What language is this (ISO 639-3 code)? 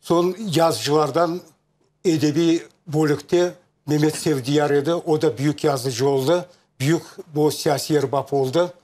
crh